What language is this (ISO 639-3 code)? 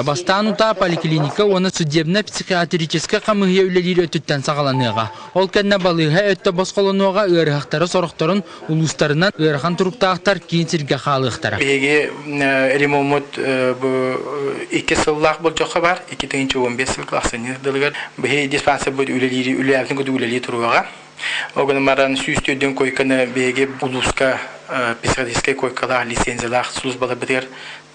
sah